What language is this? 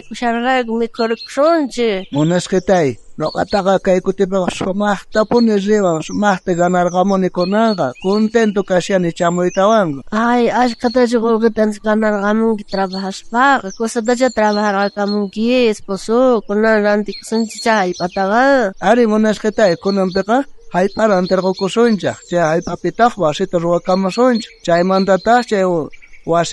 South Bolivian Quechua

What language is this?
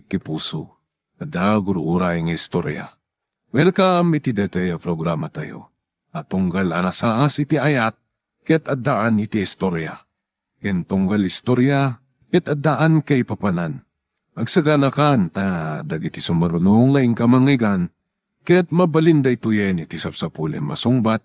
Iloko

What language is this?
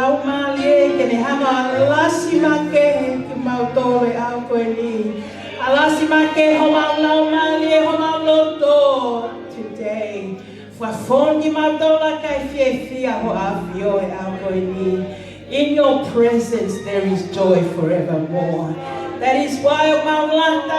Tongan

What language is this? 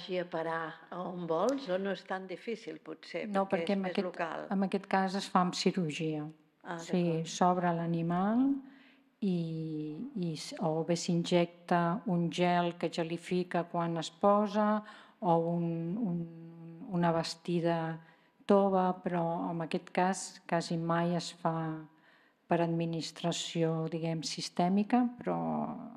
Catalan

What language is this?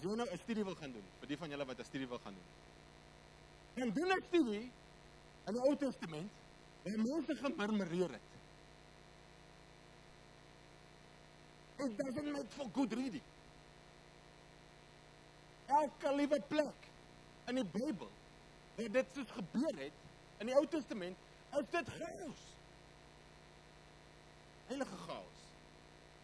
Afrikaans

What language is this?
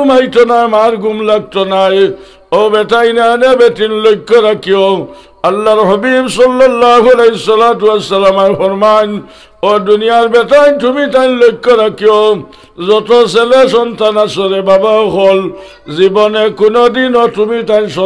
Sylheti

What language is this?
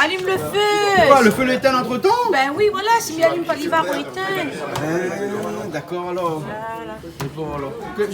Réunion Creole French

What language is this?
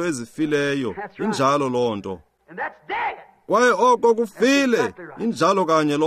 Xhosa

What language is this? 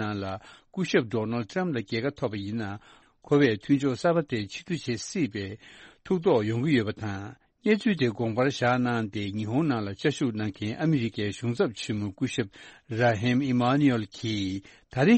Tibetan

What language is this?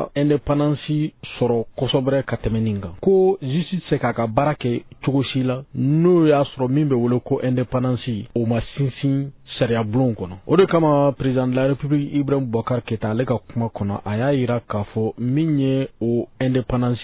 Bambara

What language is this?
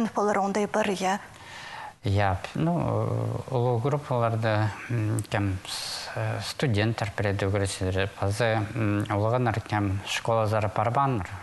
Khakas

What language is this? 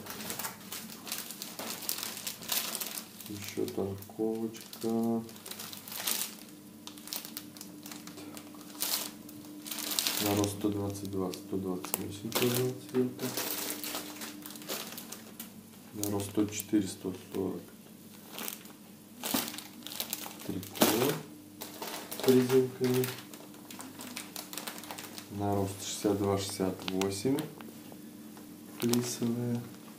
Russian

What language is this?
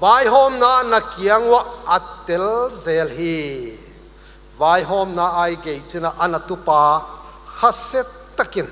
Paite Chin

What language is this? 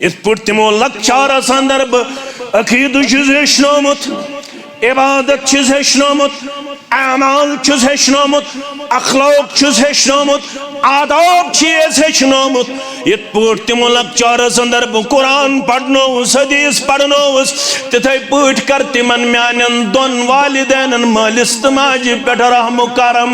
Kashmiri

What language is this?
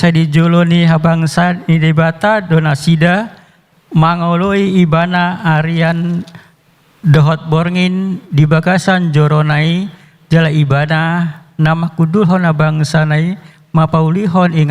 Batak Toba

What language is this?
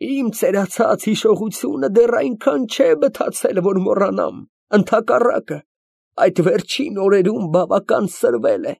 Armenian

